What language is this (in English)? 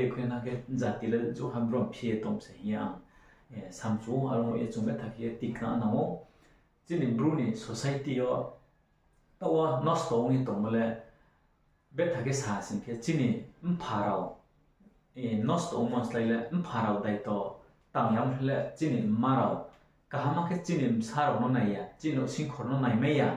Riang (India)